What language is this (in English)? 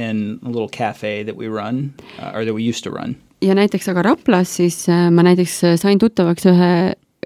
Estonian